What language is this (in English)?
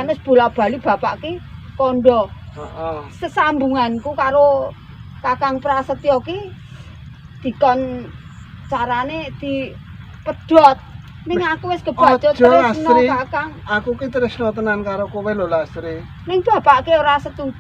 Javanese